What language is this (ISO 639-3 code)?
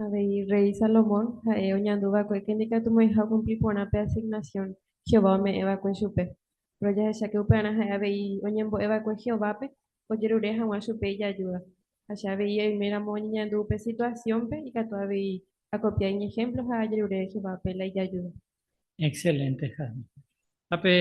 grn